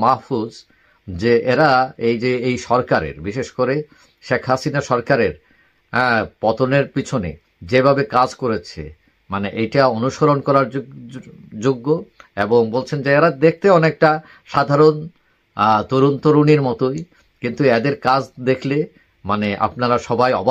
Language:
Bangla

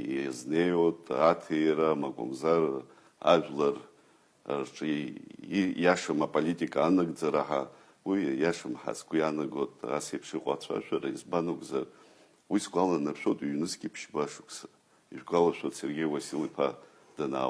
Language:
Abkhazian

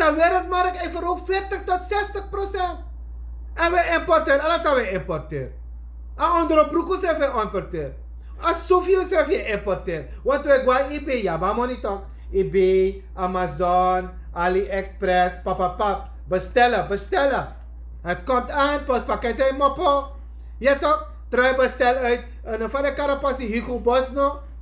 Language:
Sranan Tongo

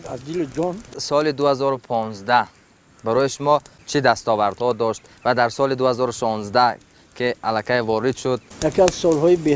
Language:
Tajik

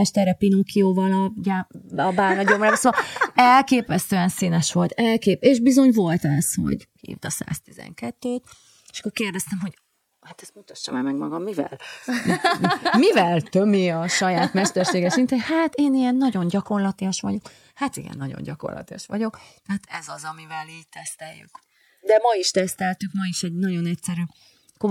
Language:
Hungarian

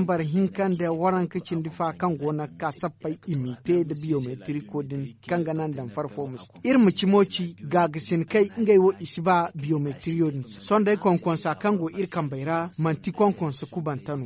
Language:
Zarma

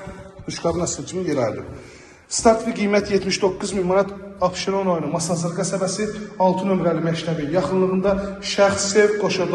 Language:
Azerbaijani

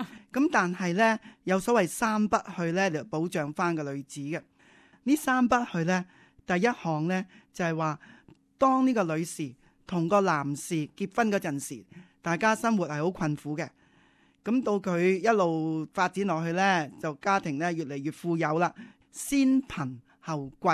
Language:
Cantonese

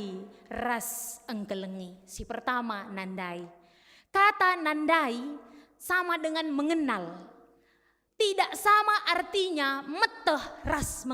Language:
Batak Karo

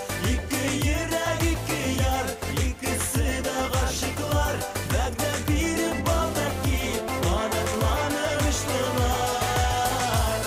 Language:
Bashkir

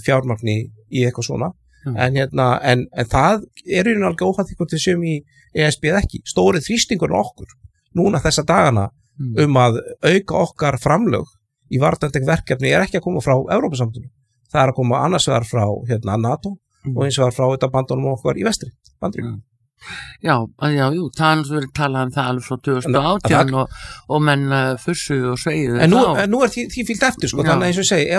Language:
Icelandic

